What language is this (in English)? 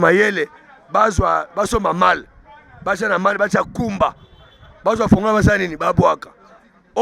Lingala